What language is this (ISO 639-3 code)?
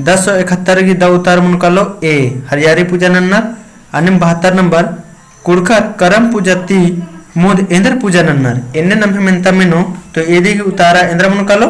kru